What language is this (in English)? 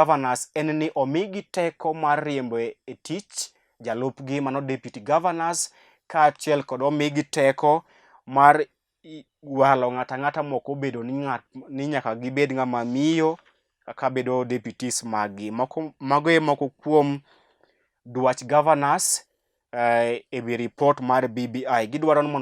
Luo (Kenya and Tanzania)